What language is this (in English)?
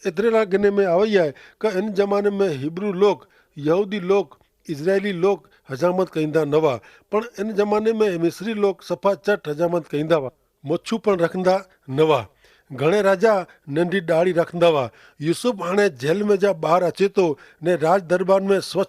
Kachhi